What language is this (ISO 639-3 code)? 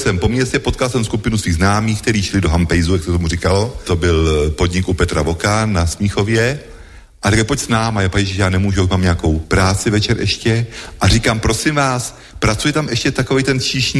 ces